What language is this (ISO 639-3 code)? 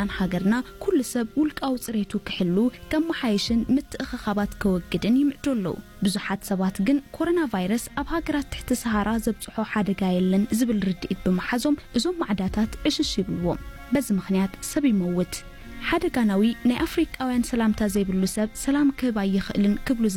tir